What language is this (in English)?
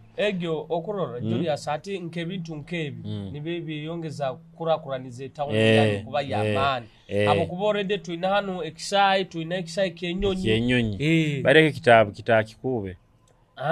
Nyoro